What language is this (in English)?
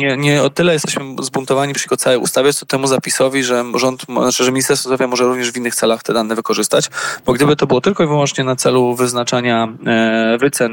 Polish